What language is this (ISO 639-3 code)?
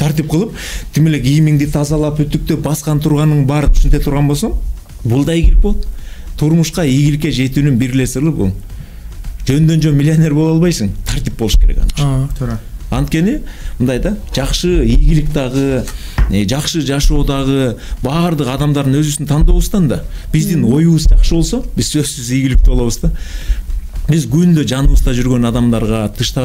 kir